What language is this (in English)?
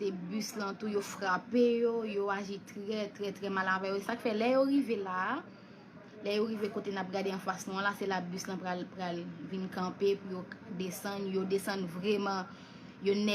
Haitian Creole